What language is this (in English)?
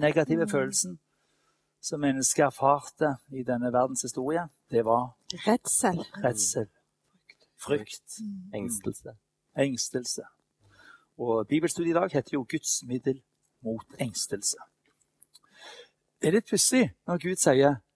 Norwegian